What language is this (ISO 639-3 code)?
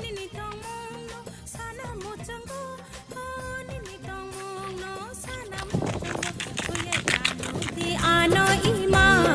trp